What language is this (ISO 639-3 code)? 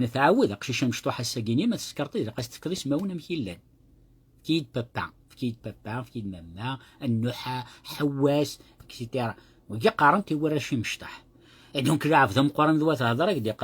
kab